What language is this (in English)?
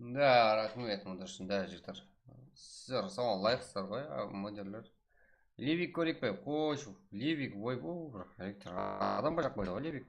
Kara-Kalpak